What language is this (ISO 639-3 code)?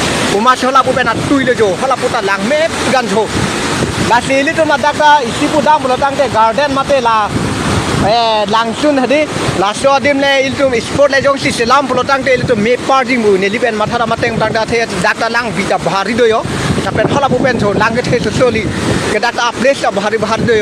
mjw